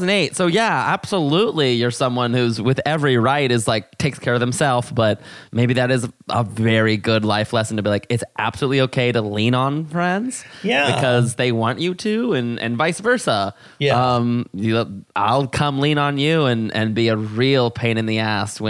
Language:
English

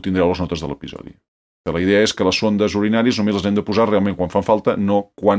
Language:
Catalan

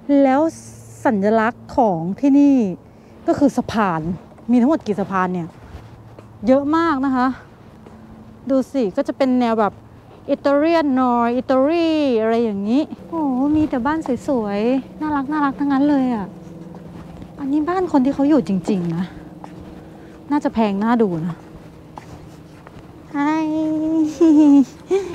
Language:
Thai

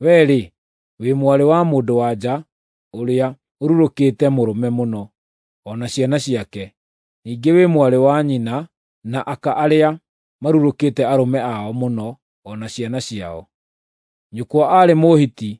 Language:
Kikuyu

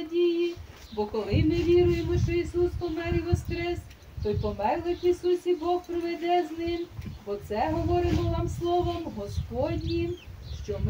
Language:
Ukrainian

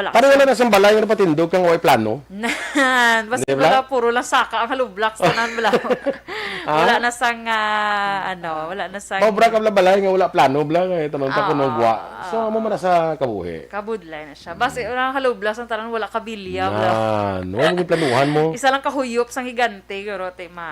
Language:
Hiligaynon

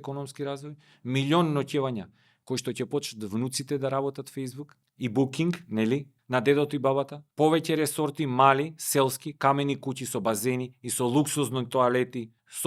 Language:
Macedonian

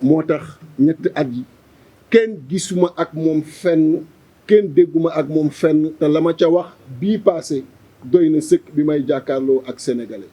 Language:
Wolof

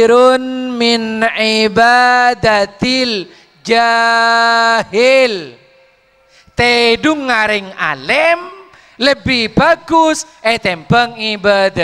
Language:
Madurese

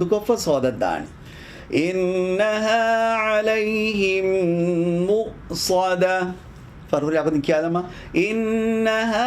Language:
Divehi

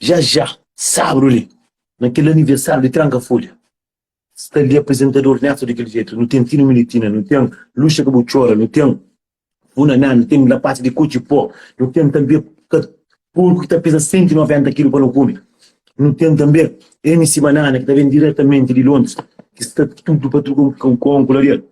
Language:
Kabuverdianu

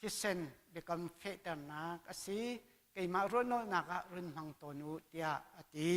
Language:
Hakha Chin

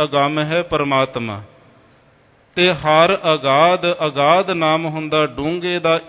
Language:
Punjabi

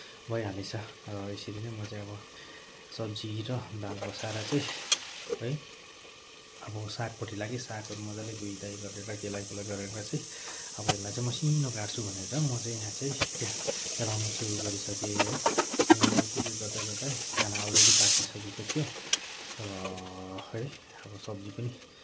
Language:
Nepali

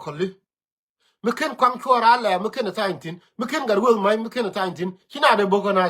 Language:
Nuer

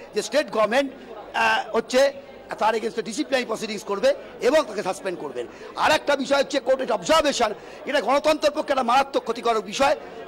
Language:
Bangla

